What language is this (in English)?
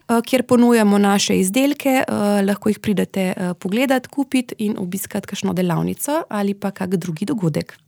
Slovenian